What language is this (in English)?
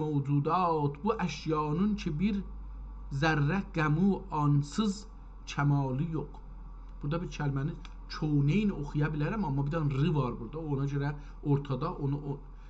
South Azerbaijani